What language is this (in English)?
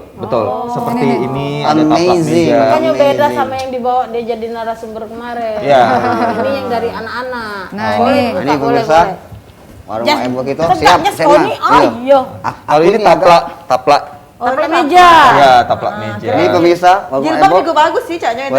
Musi